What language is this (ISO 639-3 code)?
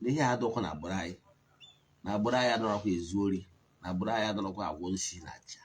ibo